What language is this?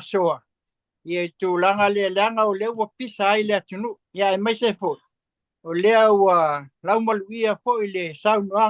Samoan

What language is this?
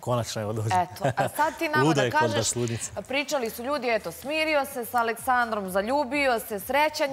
Serbian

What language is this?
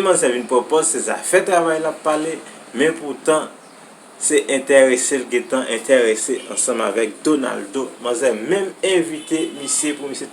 Haitian Creole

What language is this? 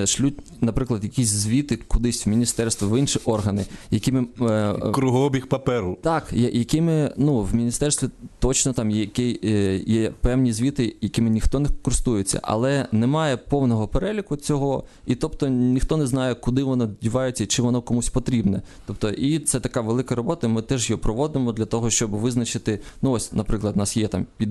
Ukrainian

